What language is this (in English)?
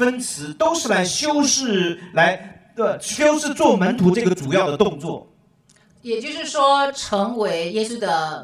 Chinese